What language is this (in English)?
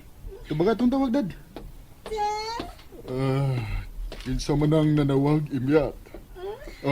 Cebuano